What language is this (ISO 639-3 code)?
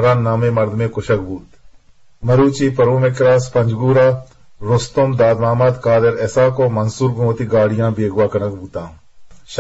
bgp